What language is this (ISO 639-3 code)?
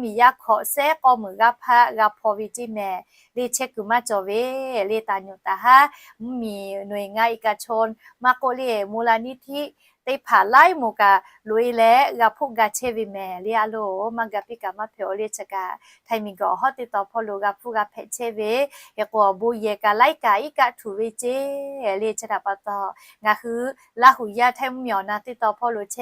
lhu